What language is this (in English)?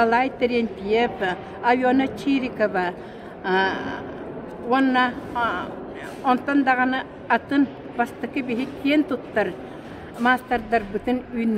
Yakut